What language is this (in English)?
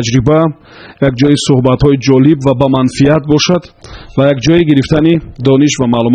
Tajik